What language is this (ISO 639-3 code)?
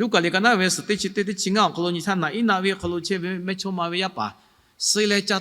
lhu